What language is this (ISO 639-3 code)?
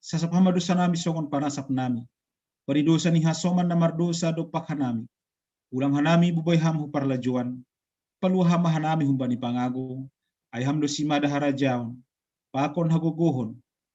bts